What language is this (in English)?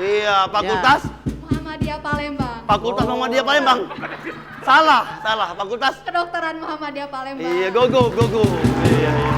Musi